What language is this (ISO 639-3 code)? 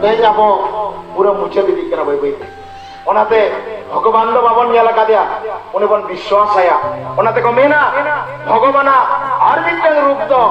sat